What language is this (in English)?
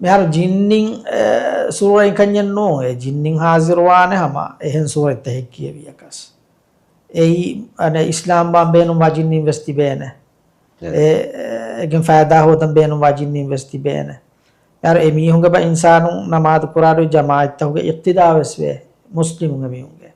Divehi